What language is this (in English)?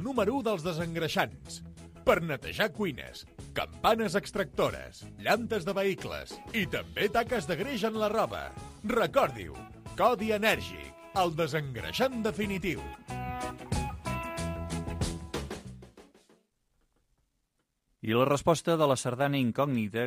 Catalan